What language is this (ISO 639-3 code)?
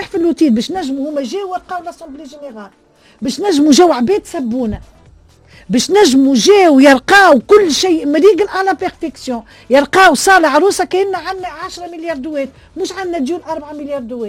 aeb